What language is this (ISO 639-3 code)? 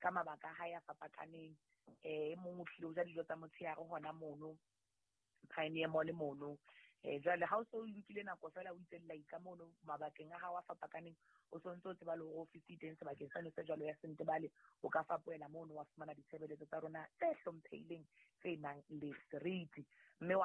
sot